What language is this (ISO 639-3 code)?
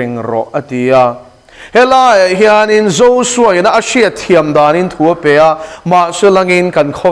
lus